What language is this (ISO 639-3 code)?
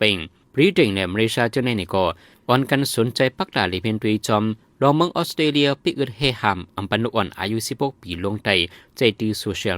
shn